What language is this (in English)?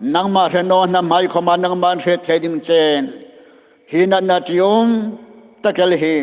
Hmar